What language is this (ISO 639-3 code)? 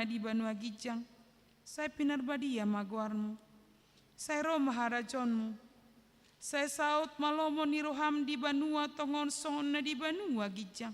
bbc